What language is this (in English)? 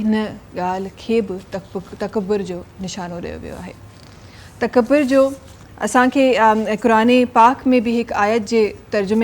Sindhi